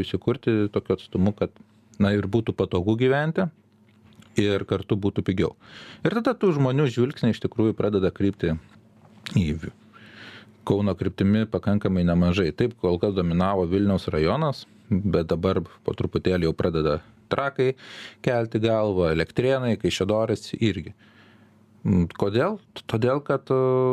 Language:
Lithuanian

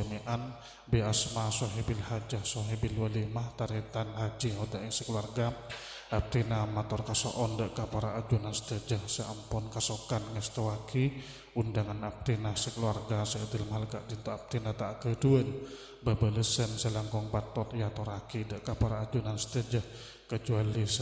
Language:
Madurese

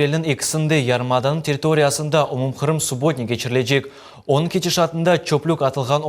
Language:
Crimean Tatar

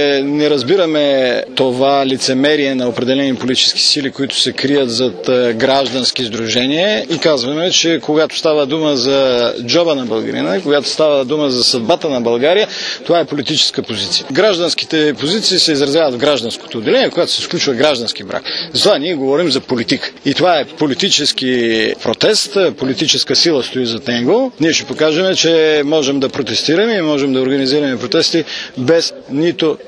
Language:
Bulgarian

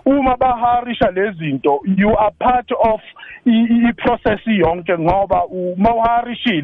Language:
South Ndebele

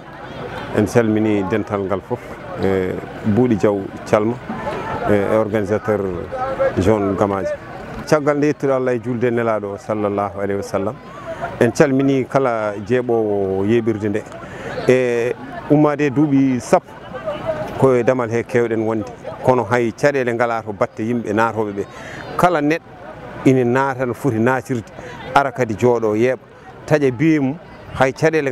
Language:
Fula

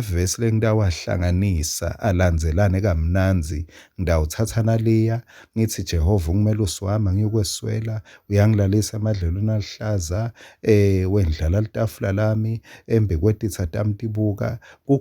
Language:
Swati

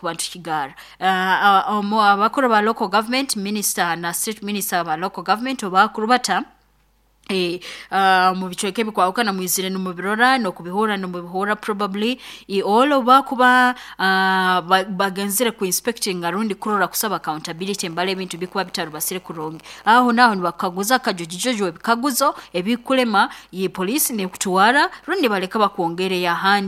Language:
Nyoro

